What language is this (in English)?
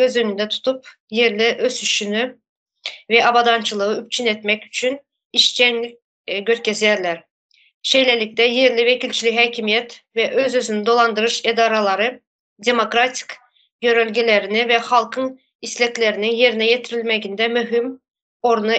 Turkmen